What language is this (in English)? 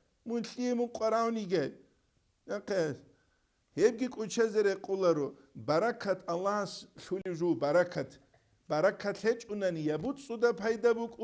Avaric